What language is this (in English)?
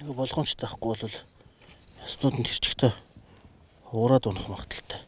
Mongolian